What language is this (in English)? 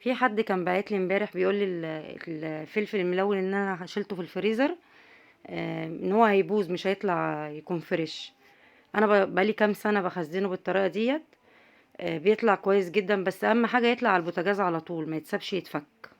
Egyptian Arabic